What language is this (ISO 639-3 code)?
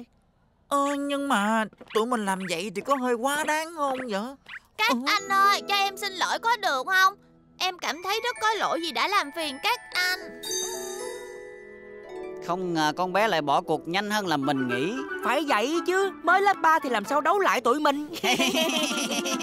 vie